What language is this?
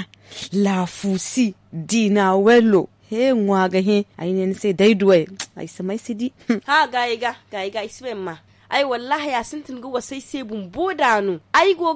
Zarma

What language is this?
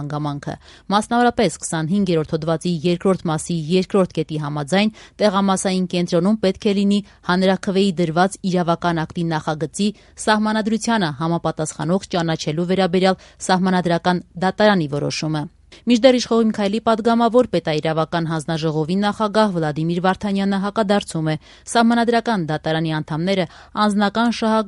Armenian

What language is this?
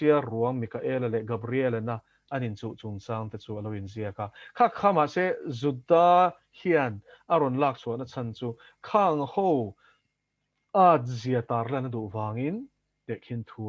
Mizo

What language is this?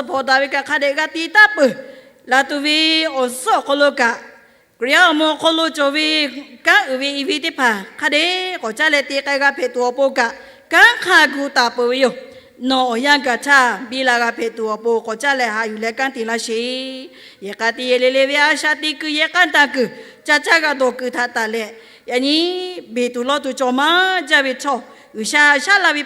Lahu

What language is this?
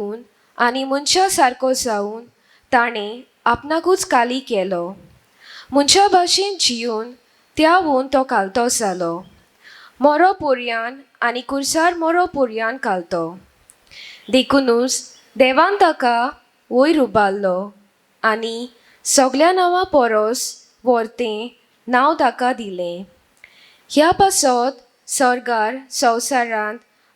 Konkani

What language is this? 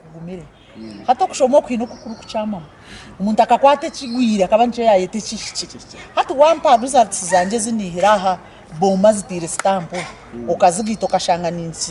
Nyankole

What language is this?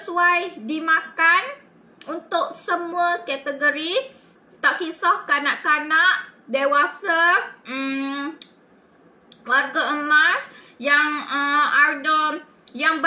Malay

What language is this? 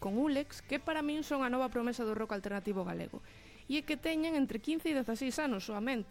Galician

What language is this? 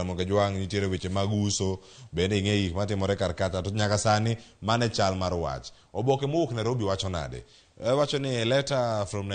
Luo (Kenya and Tanzania)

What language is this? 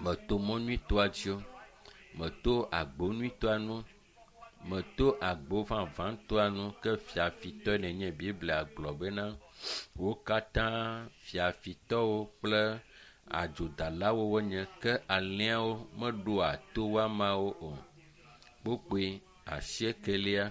Ewe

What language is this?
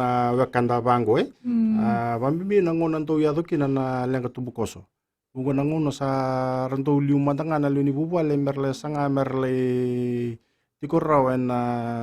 Fijian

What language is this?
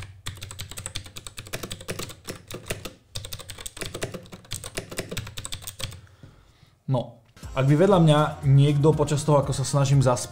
Slovak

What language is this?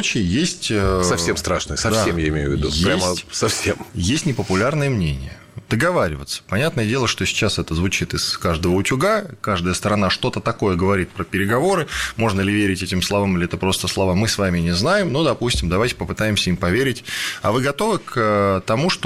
Russian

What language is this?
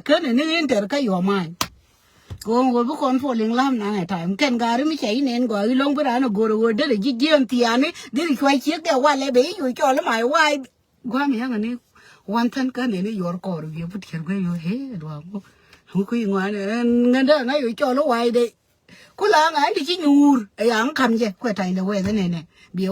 Nuer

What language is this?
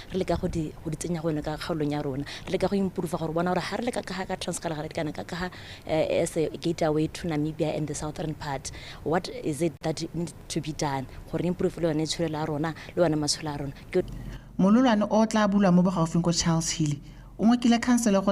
Tswana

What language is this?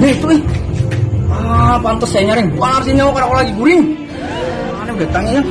Banjar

